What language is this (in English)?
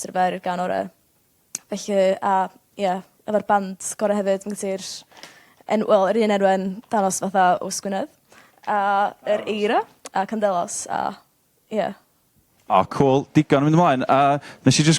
Welsh